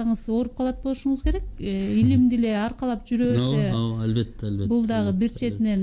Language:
Kyrgyz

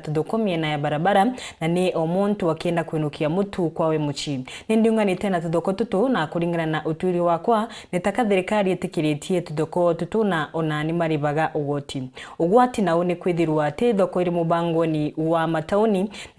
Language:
Meru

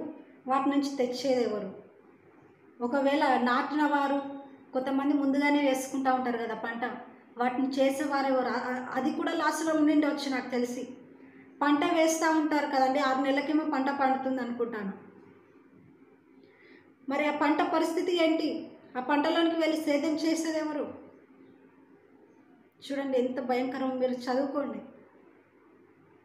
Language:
Telugu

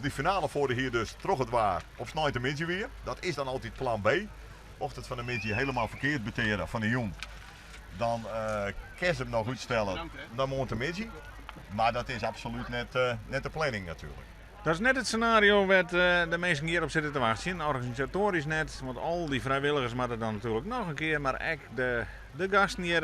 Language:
Western Frisian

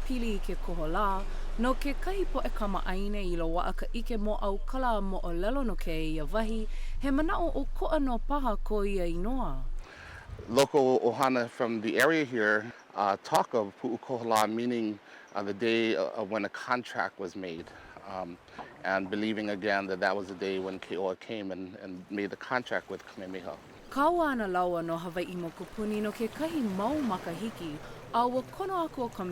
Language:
Hawaiian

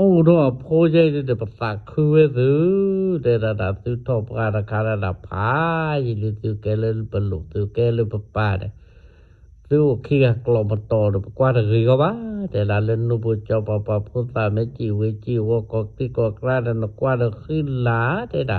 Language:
S'gaw Karen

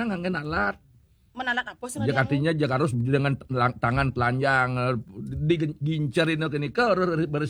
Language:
Balinese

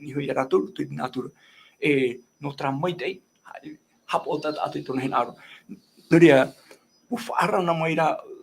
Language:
Tahitian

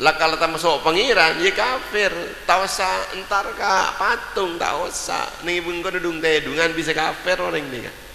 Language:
Madurese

